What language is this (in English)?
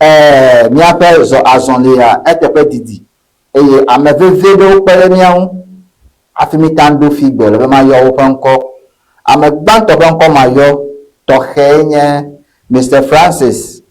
Ewe